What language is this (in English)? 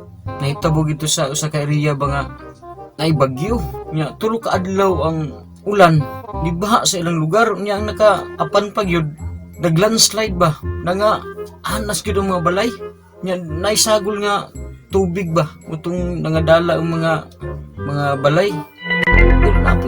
Cebuano